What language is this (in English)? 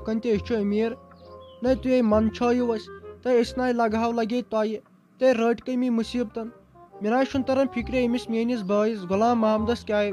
Kashmiri